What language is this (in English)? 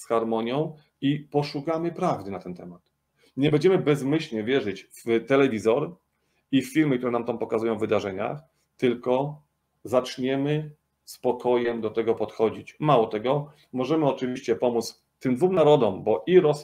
Polish